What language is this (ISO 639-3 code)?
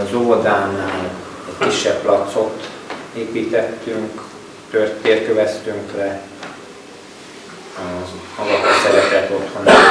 hun